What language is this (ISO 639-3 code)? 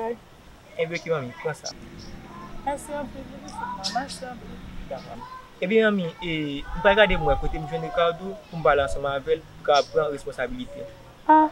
hat